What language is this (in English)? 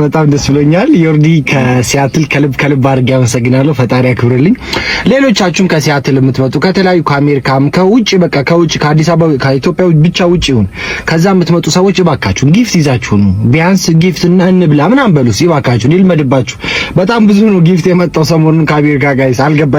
Amharic